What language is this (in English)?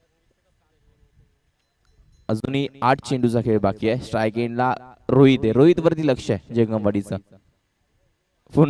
Marathi